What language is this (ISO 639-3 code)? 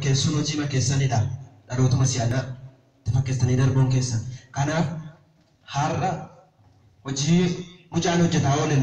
orm